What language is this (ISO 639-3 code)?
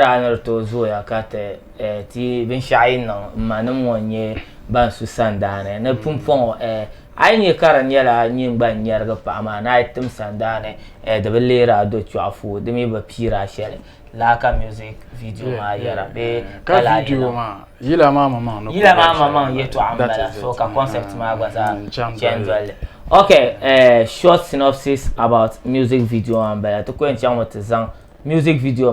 dag